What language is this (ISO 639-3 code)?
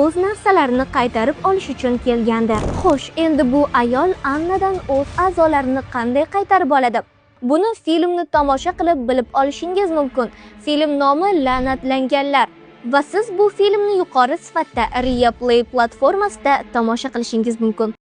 uzb